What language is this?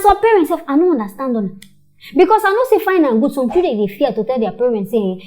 Nigerian Pidgin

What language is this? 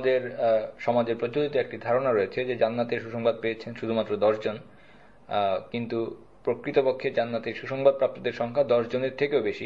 Bangla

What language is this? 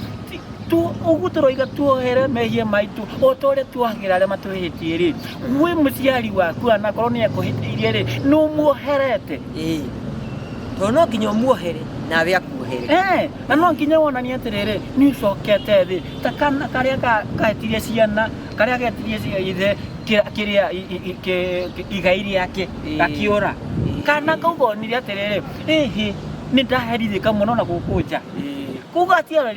Kikuyu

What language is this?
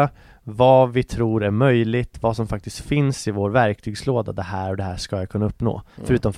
Swedish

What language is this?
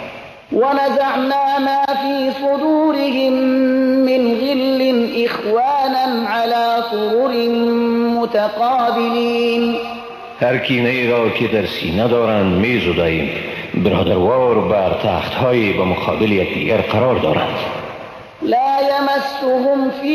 Persian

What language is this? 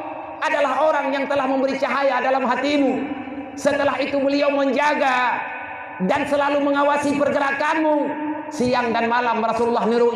Achinese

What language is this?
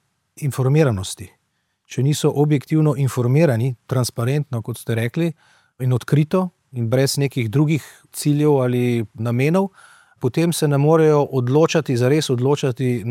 Slovenian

